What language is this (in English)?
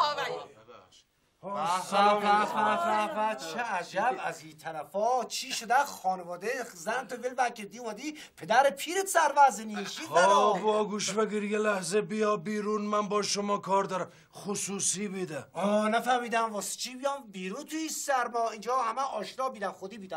Persian